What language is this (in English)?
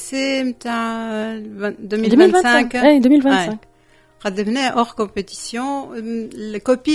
Tunisian Arabic